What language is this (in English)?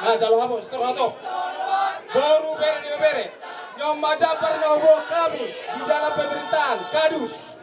Batak Toba